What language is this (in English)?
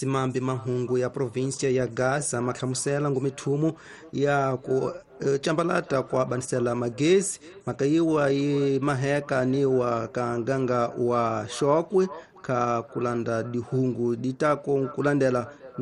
Tsonga